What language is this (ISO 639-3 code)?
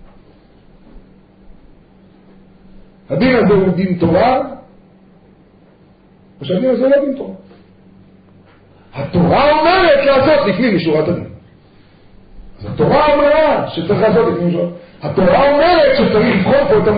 heb